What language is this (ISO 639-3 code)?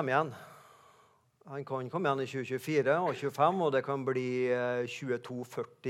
nor